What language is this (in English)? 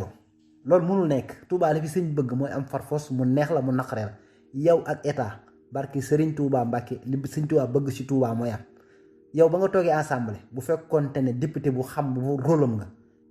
Wolof